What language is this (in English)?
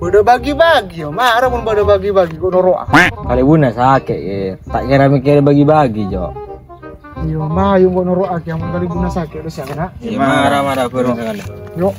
Madurese